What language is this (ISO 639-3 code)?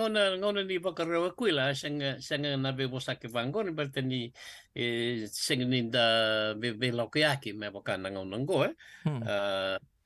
fij